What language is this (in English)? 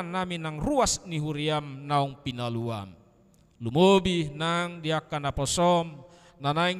Batak Toba